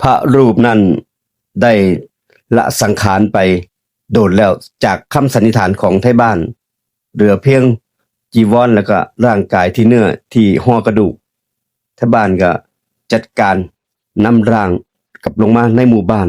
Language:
Northeastern Thai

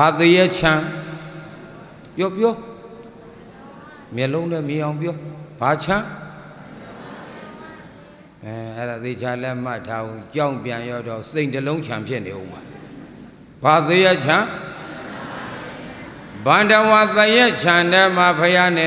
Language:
Burmese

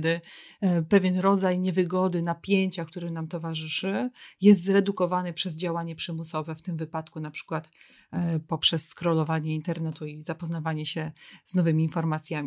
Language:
Polish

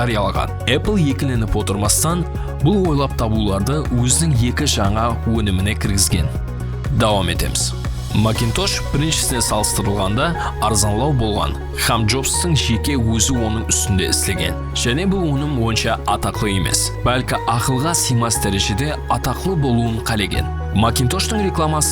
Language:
Kara-Kalpak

